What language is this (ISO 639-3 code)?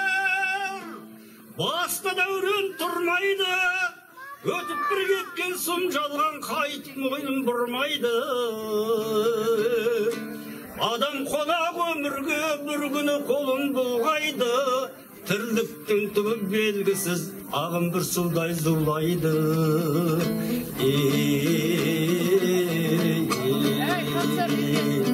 kaz